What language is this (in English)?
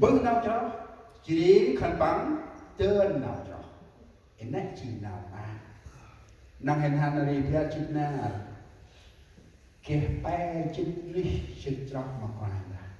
Central Mnong